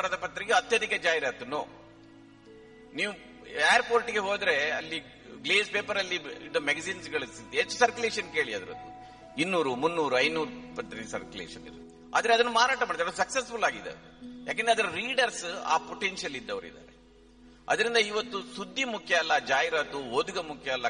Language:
Kannada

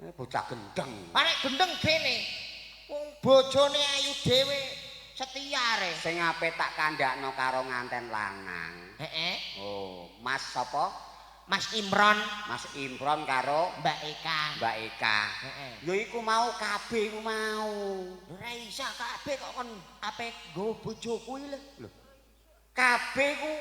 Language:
Javanese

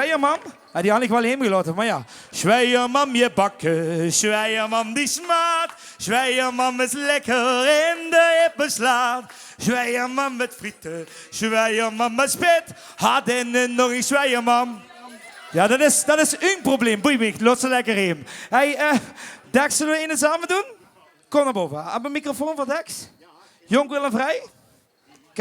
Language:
Limburgish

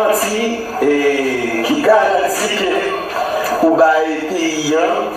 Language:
Haitian Creole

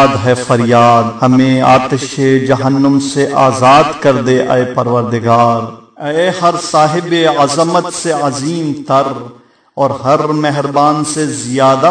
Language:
Urdu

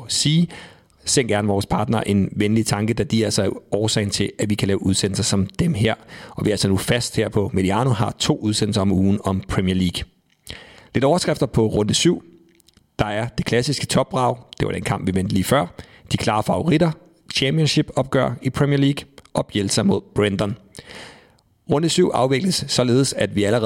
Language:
Danish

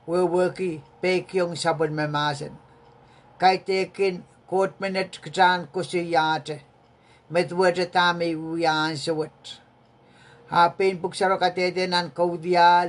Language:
Pohnpeian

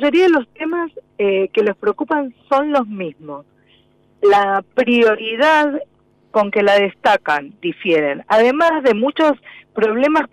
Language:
Spanish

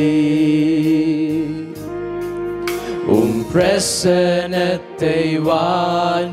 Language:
Tamil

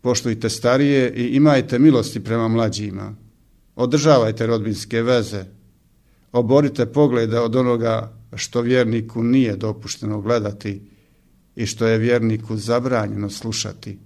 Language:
Bosnian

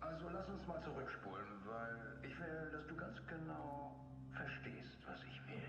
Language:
Swiss German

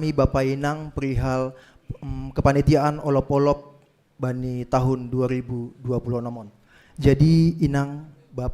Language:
Batak Simalungun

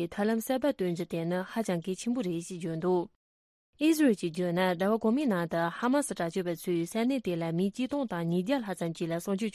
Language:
Tibetan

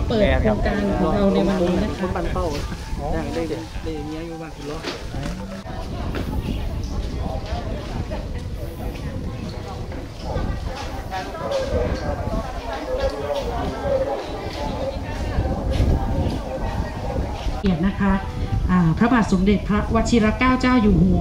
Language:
Thai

